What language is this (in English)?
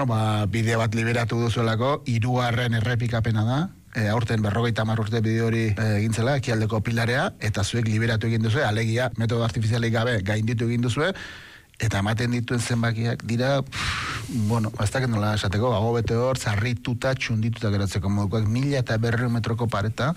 Basque